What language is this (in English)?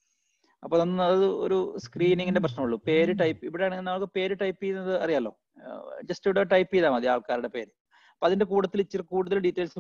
Malayalam